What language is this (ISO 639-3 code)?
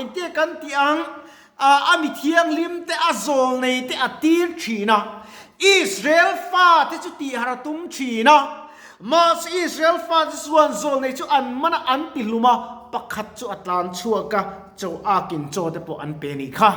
lus